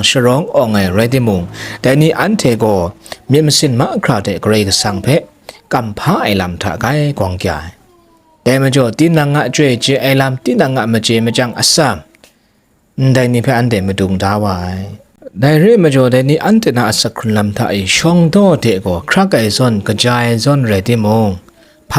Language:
Kachin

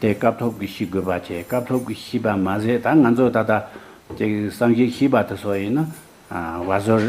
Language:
Tibetan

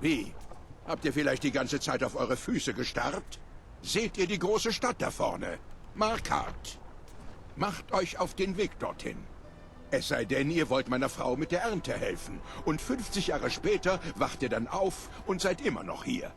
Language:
Bavarian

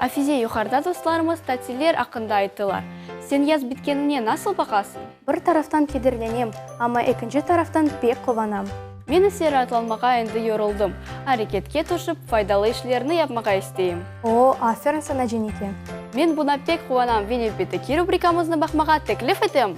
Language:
Crimean Tatar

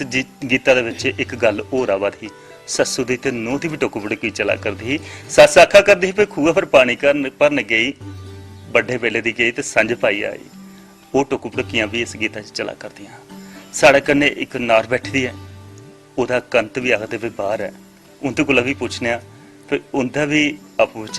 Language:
Dogri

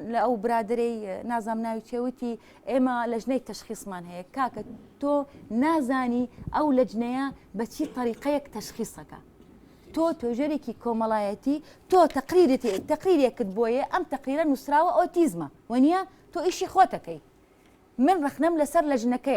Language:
Central Kurdish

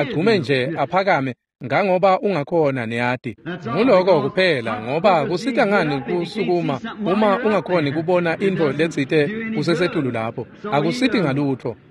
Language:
Swati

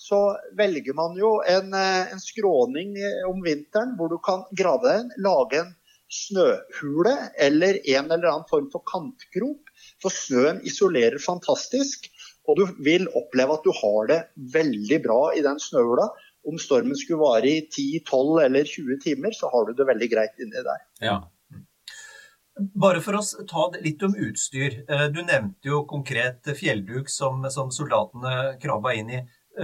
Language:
Norwegian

